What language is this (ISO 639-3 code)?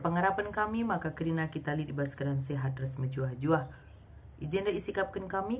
btx